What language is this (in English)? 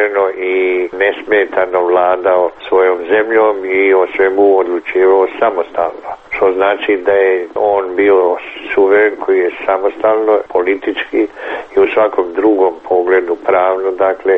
Croatian